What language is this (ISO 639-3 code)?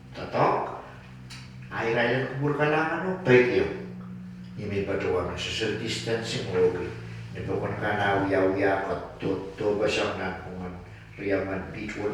pon